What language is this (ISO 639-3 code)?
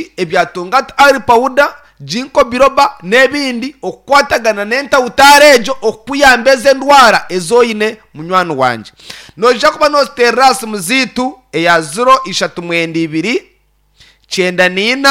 nyn